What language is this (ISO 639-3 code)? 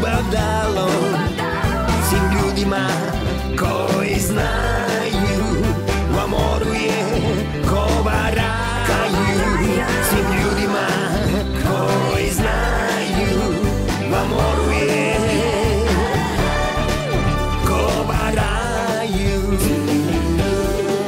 srp